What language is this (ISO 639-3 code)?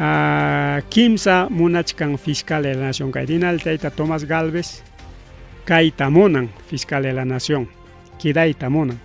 quy